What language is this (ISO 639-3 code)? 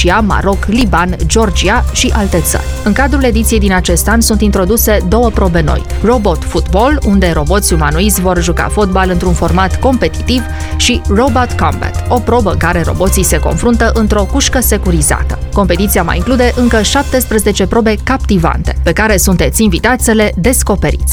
ron